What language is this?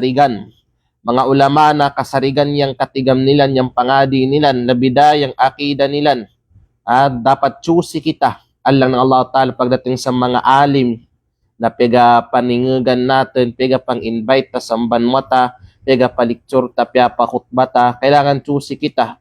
Kalagan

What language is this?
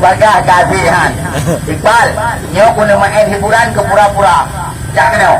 Achinese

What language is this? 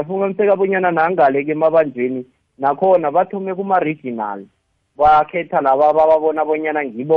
South Ndebele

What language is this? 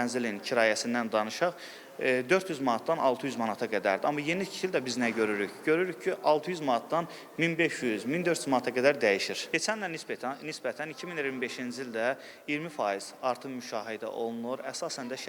Azerbaijani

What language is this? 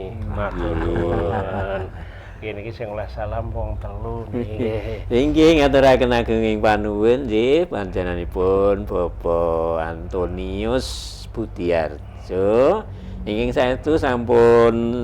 Javanese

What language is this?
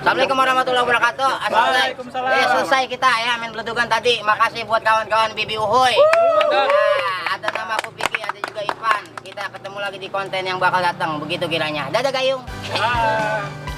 Betawi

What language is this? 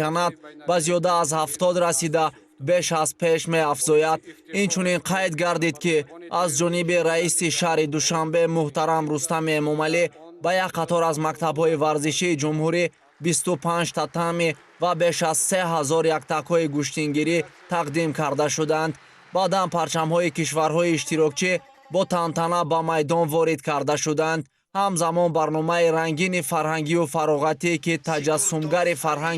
Tajik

